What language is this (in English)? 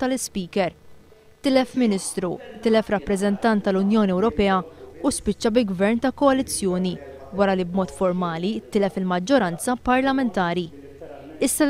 Maltese